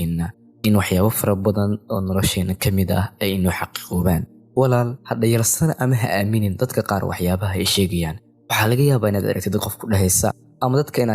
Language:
Somali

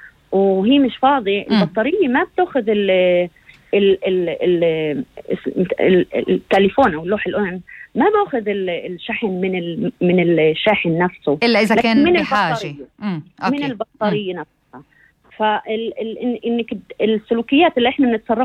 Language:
North Levantine Arabic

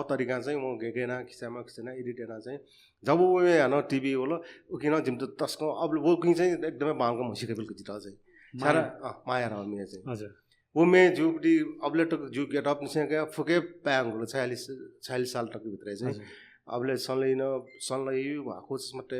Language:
Newari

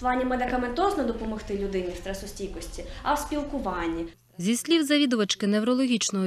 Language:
Ukrainian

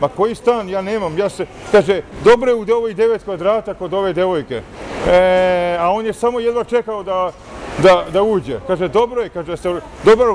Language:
Serbian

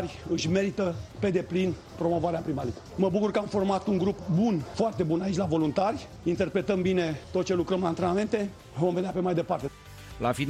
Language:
Romanian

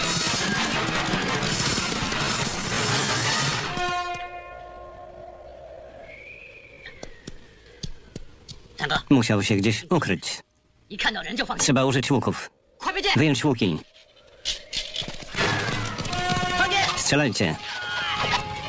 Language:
Polish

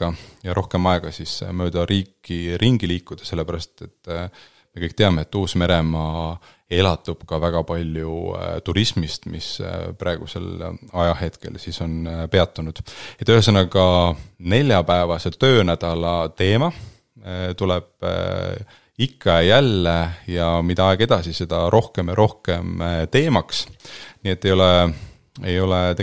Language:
Estonian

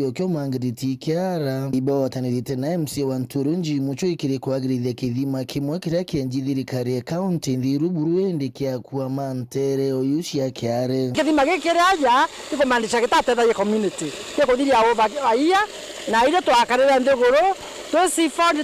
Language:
Meru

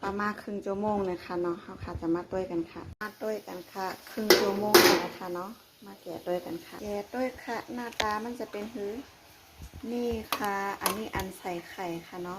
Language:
Shan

